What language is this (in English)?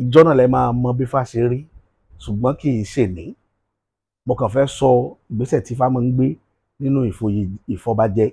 Yoruba